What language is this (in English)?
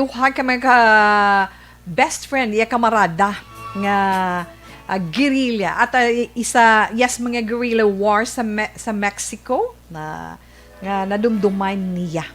Hiligaynon